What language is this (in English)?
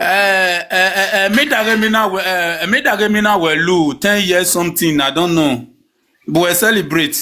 Nigerian Pidgin